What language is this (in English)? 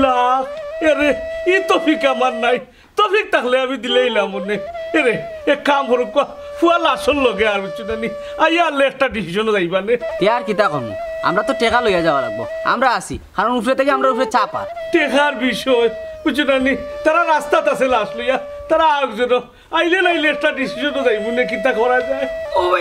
Sylheti